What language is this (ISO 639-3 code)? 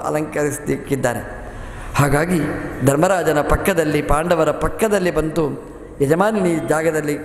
kan